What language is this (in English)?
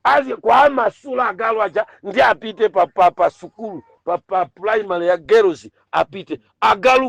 Nyanja